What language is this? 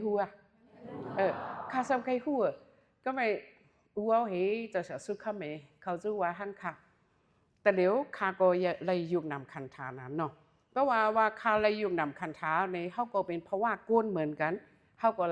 Shan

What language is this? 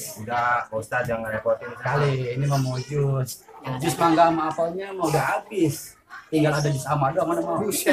Betawi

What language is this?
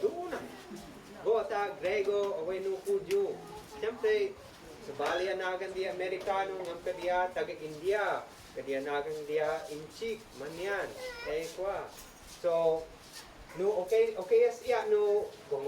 Isnag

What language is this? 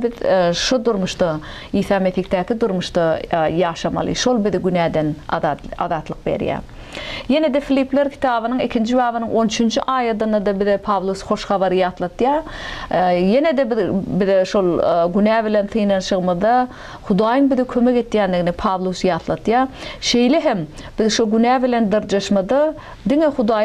Turkmen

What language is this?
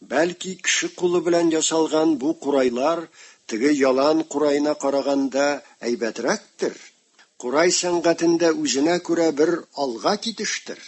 Tatar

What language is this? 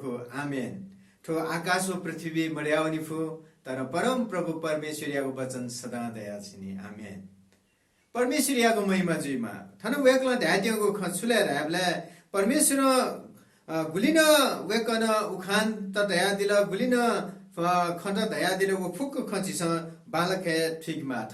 Newari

